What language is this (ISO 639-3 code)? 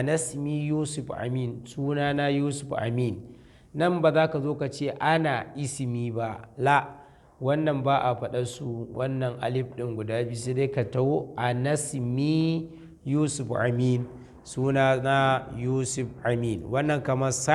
hau